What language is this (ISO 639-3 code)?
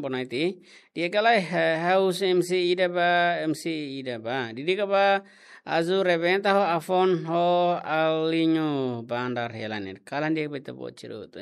tet